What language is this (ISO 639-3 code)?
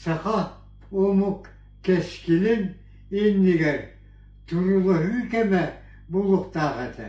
sah